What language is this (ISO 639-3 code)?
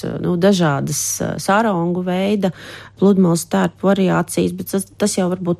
lav